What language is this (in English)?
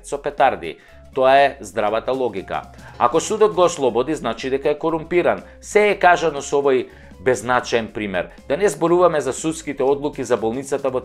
Macedonian